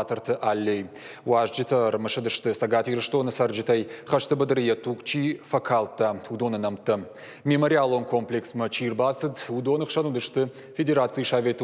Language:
Ossetic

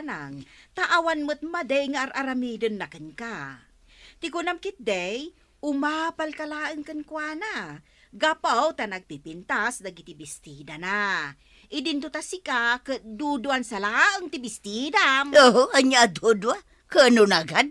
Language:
Iloko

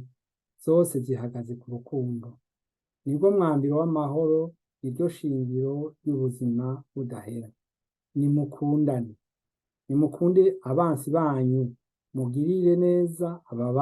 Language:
Rundi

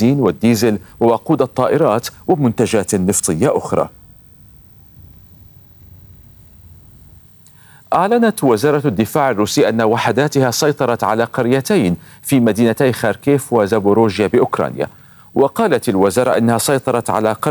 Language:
Arabic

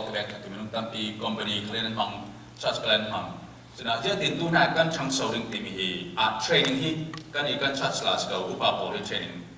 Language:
Falam Chin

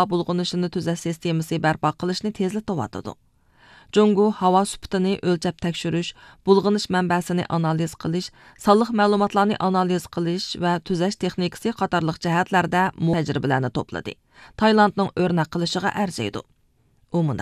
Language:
Uyghur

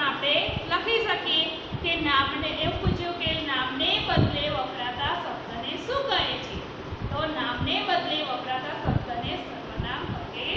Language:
Gujarati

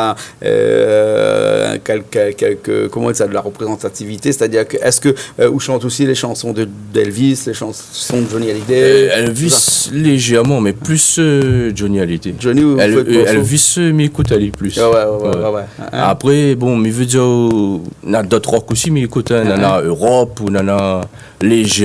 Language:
Réunion Creole French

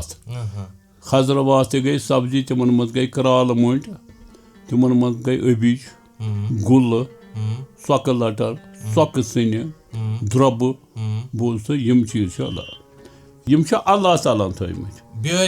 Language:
Kashmiri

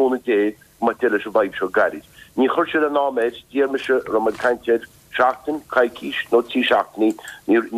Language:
Irish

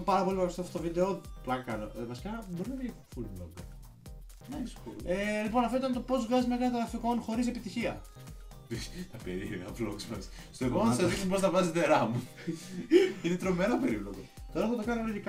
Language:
Greek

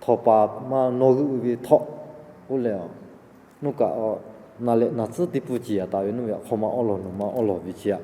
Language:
Lahu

